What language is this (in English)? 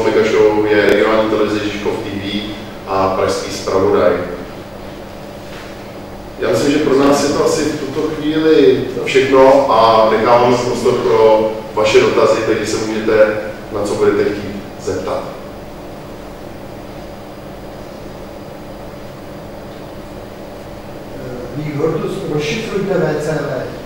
Czech